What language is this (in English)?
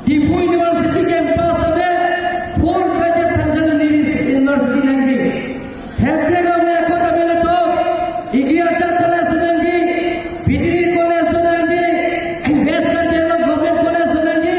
Karbi